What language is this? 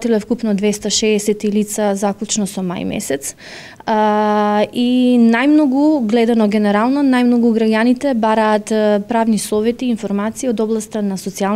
Macedonian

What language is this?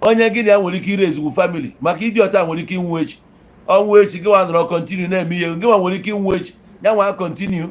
Igbo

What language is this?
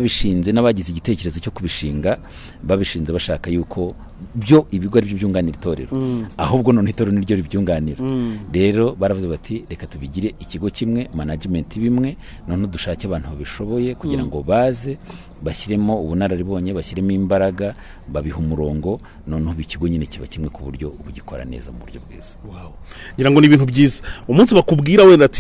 Kinyarwanda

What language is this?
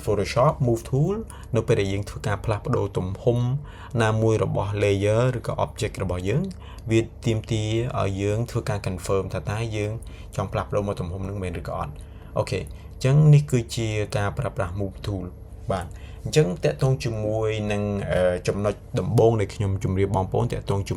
Khmer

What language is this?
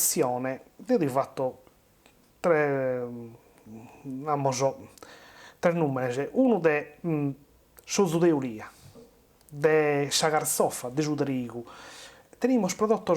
Sardinian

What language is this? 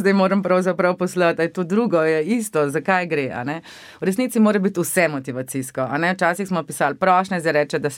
Slovenian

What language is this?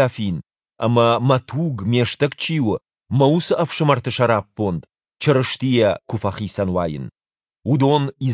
Ossetic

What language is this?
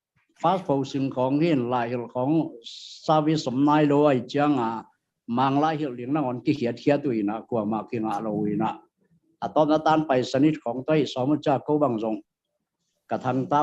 Tedim Chin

